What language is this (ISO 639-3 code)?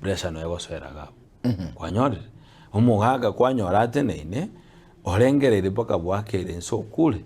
guz